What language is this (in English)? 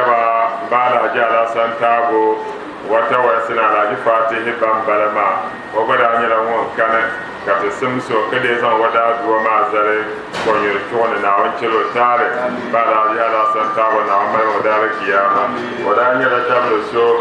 Dagbani